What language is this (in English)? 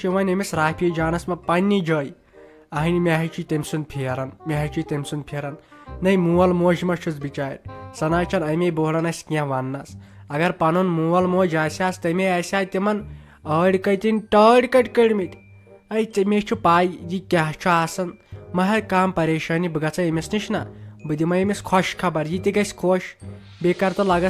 Kashmiri